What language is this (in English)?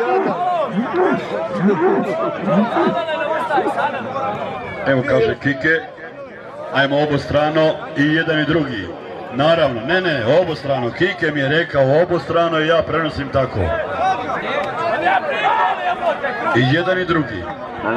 Croatian